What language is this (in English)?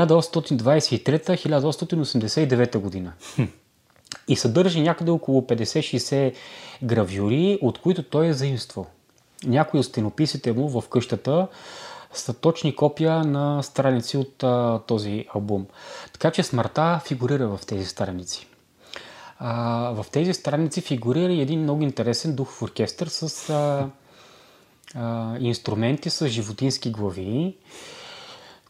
Bulgarian